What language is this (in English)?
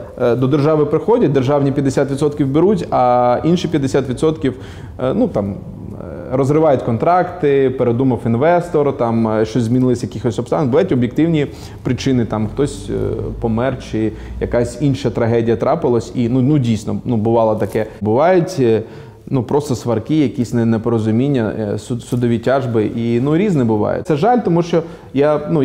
Ukrainian